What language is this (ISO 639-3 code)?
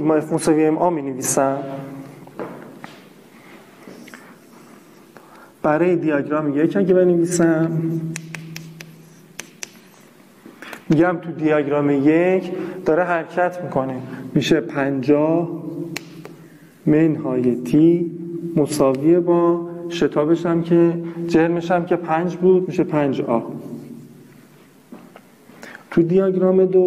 fas